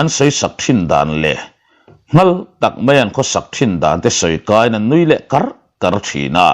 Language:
Mizo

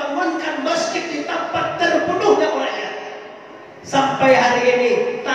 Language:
Minangkabau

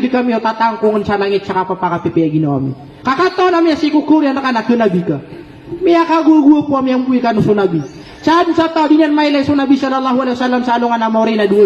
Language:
Maranao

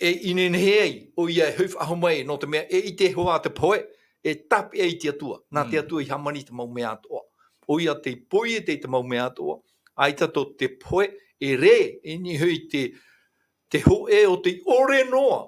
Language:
Tahitian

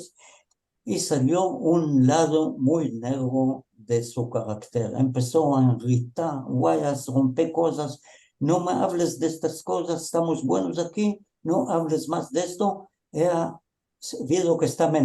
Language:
Ladino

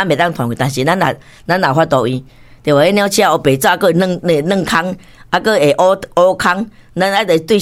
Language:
Min Nan Chinese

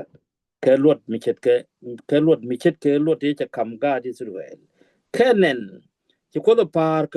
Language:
Nuer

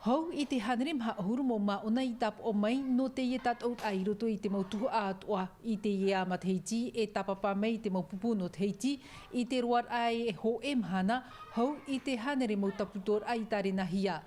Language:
Tahitian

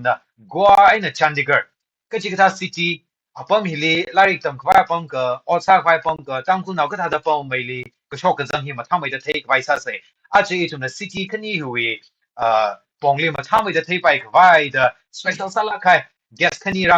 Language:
Tangkhul Naga (India)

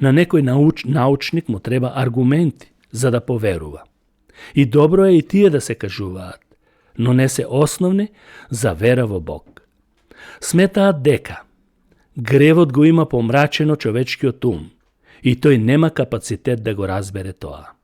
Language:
Macedonian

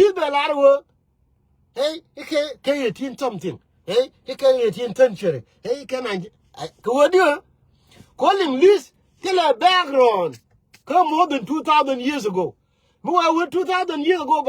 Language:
Nuer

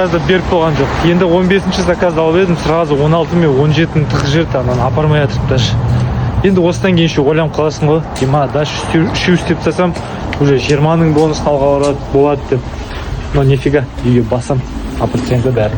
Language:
Kazakh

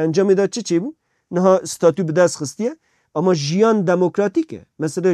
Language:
Kurdish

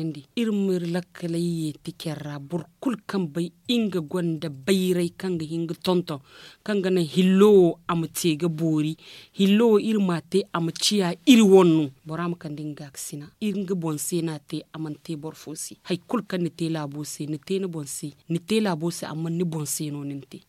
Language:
Zarma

